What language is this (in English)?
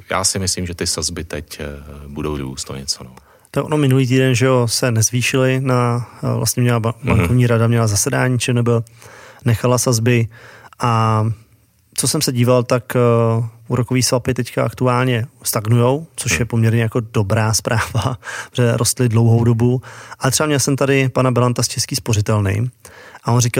Czech